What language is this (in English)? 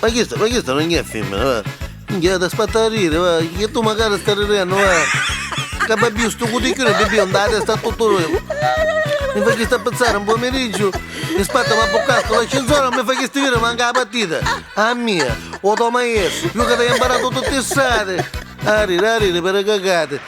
Neapolitan